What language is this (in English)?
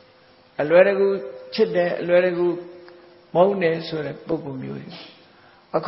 Burmese